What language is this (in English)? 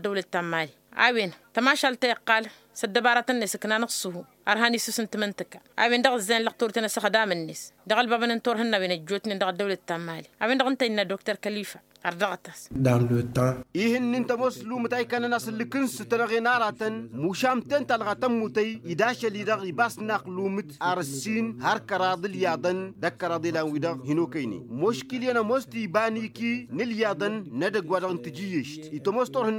Tamasheq